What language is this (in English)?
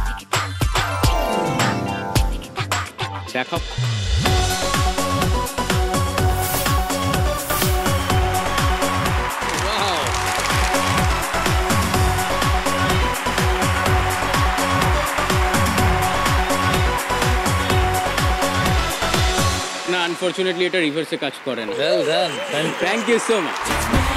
Bangla